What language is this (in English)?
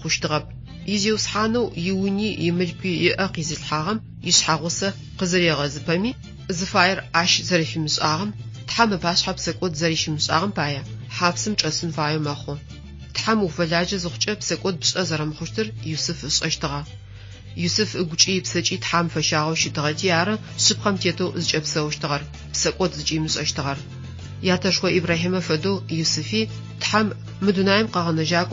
Adyghe